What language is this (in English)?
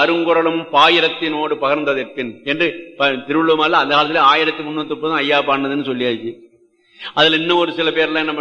Tamil